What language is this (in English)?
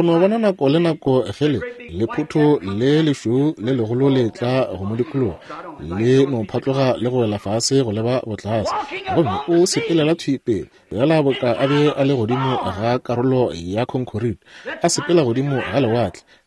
Northern Sotho